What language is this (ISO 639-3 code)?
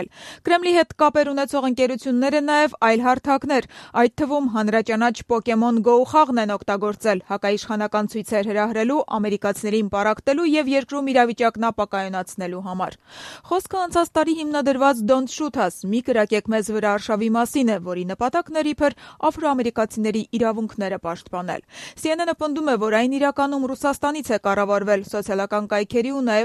hye